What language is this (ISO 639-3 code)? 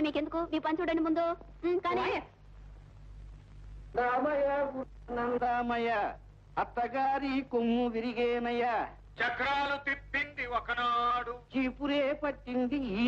tel